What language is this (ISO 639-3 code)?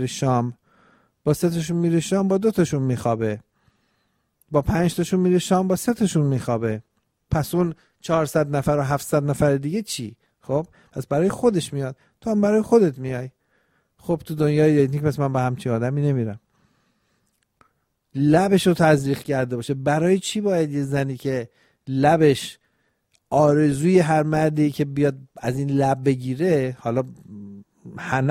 fas